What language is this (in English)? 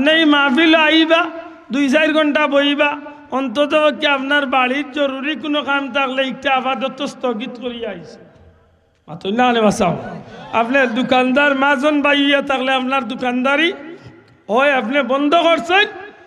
Sylheti